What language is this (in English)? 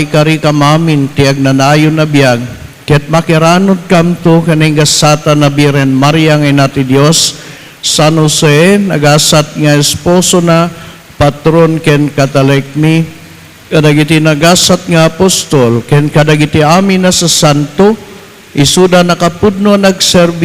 Iloko